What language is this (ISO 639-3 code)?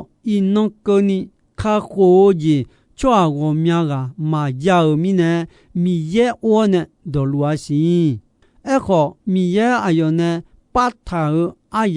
ahk